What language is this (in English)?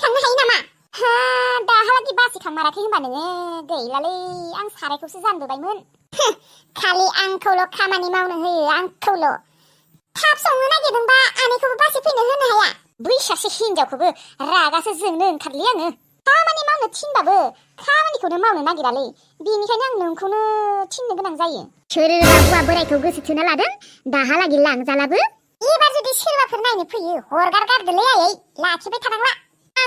Bodo